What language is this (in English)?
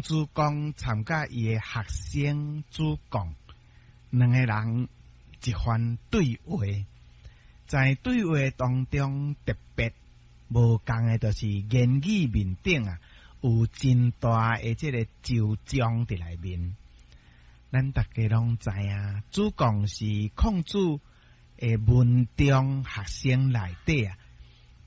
Min Nan Chinese